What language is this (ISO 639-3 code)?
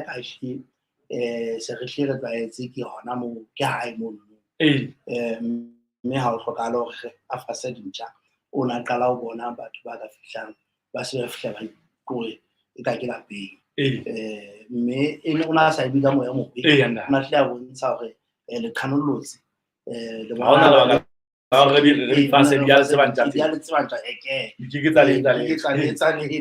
sot